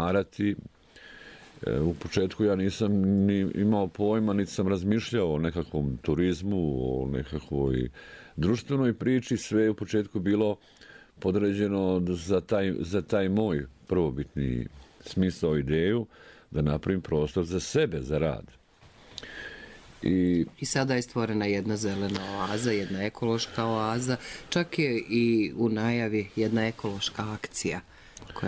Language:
Croatian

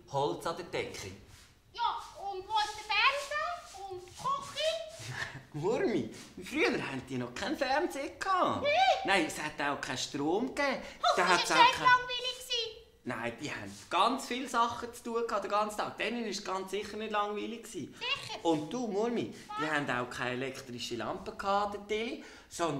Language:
Swiss German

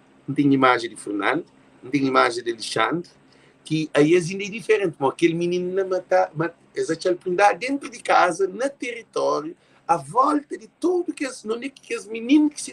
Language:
Kabuverdianu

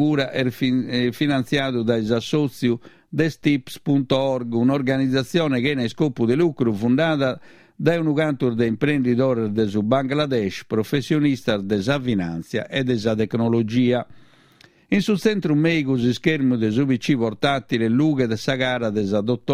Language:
Sardinian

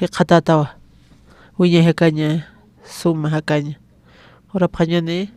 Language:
Aymara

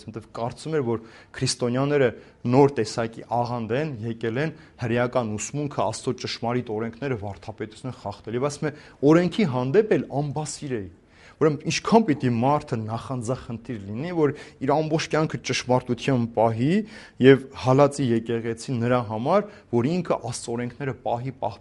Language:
Armenian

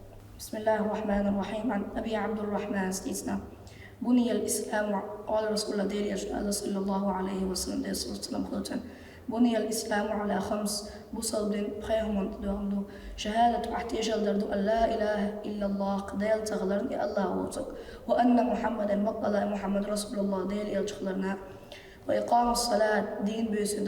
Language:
Chechen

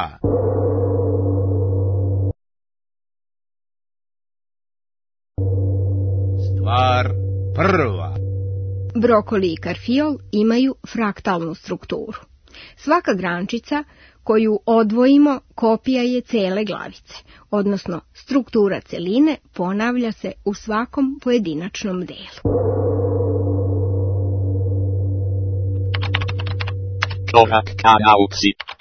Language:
Serbian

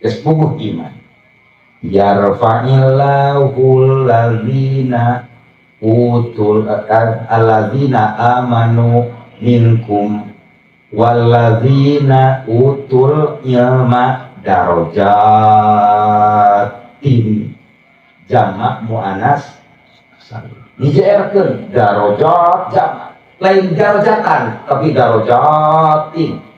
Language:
Sundanese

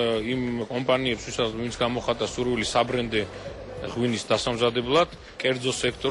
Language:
Georgian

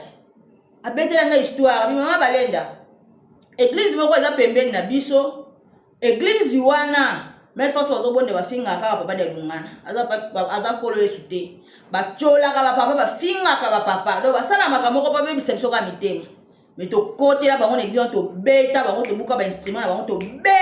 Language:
Lingala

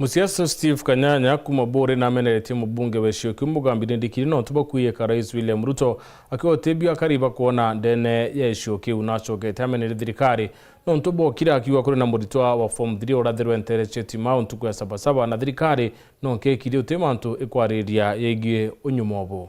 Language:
Meru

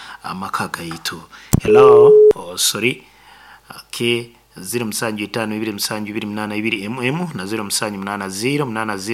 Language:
Nyoro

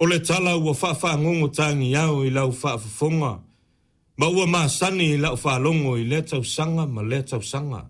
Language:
Samoan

